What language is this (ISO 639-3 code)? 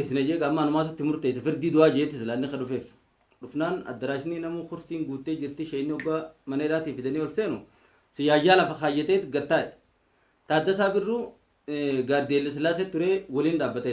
orm